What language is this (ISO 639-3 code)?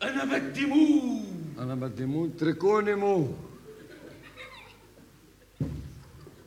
apc